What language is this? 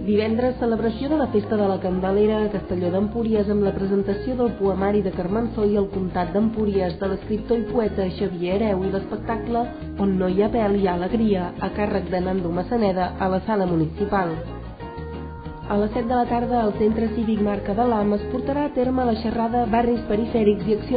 Catalan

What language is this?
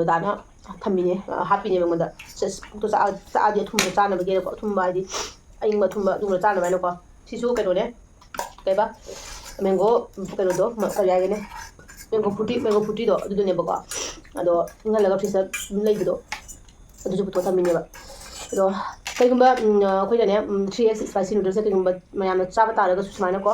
Manipuri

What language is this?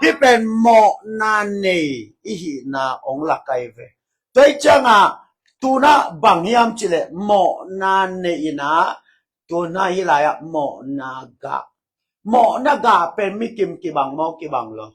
Tedim Chin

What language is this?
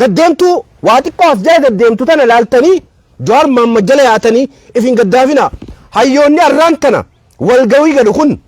Oromo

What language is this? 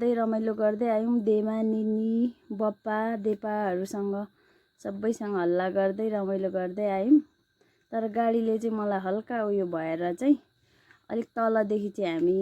Nepali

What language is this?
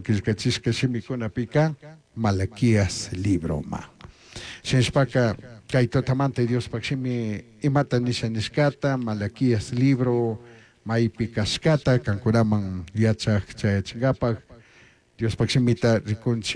Chimborazo Highland Quichua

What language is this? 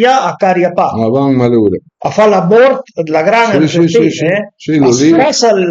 Piedmontese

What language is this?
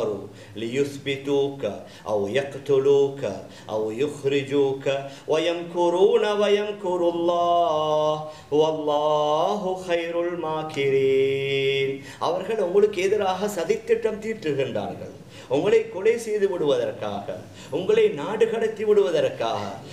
Tamil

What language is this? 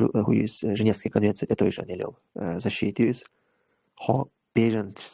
Chechen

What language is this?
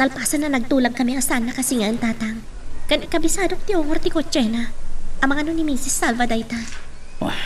Iloko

